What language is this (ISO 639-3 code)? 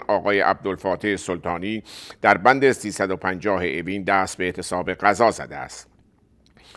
fas